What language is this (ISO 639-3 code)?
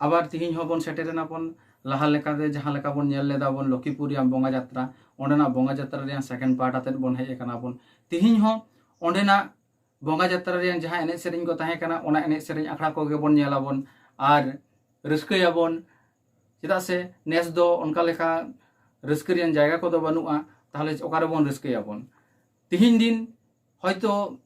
sat